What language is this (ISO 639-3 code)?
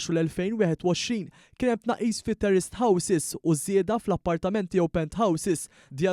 mlt